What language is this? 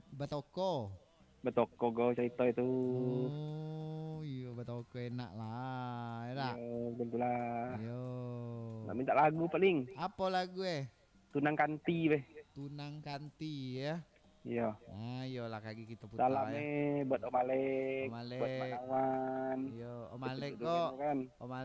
Minangkabau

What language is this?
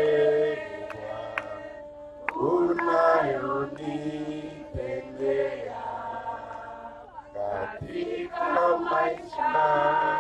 Swahili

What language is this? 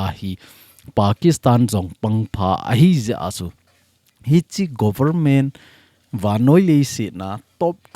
Thado Chin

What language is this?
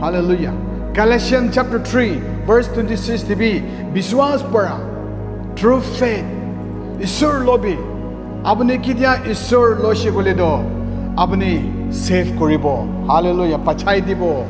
Naga Pidgin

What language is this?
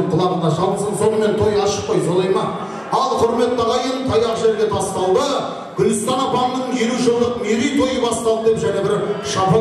Kara-Kalpak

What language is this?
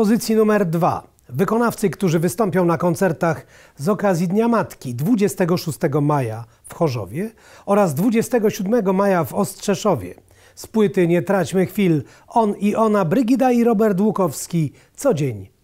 Polish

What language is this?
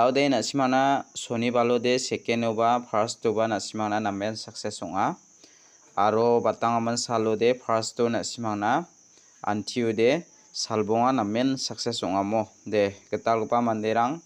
Garo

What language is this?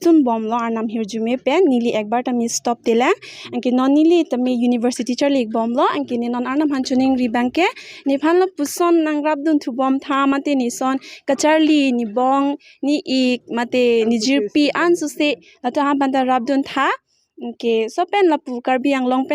Karbi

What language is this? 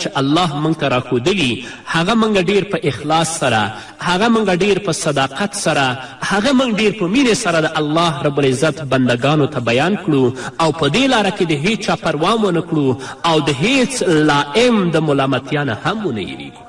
Pashto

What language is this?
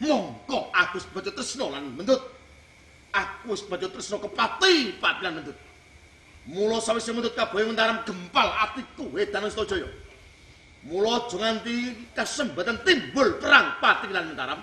Javanese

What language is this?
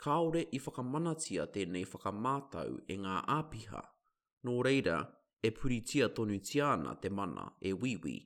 Māori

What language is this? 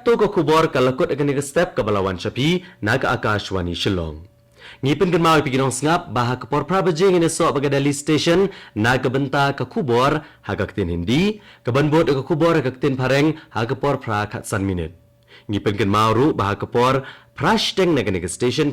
Khasi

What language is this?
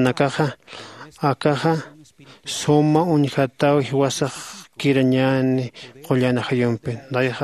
Aymara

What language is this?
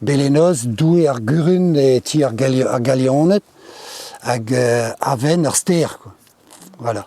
Breton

